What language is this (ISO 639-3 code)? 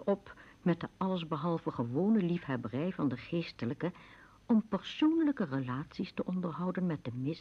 nld